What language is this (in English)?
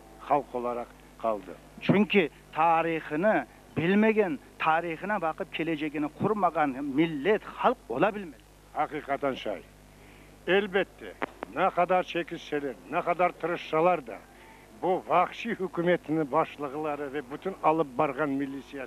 Crimean Tatar